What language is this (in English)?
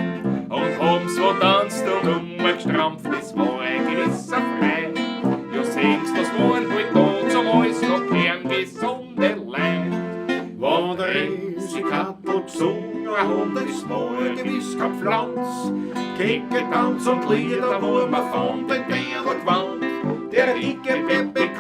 Bavarian